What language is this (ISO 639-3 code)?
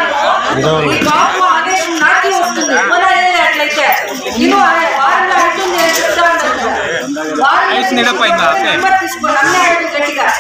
kan